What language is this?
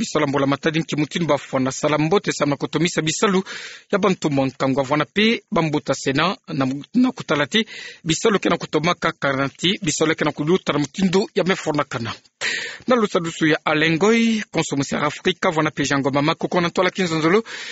Kituba (Democratic Republic of Congo)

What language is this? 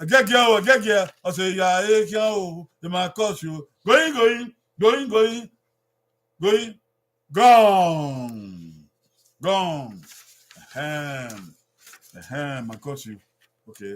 Bini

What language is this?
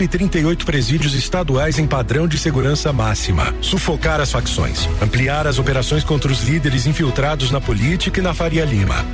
Portuguese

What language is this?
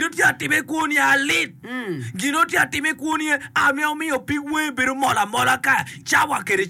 Acoli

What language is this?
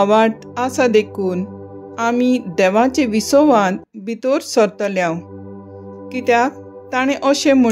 Konkani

